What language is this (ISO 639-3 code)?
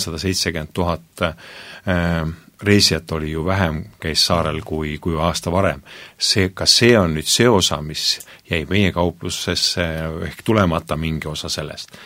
est